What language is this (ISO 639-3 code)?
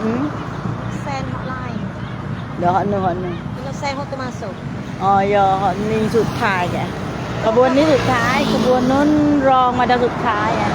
min